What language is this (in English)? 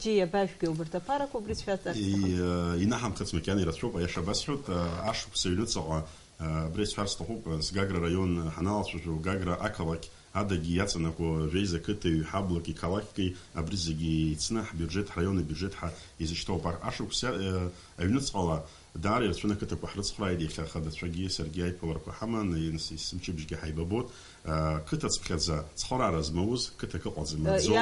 Abkhazian